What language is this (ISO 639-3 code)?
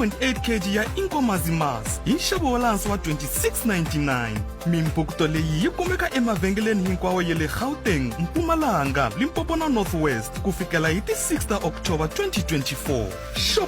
tso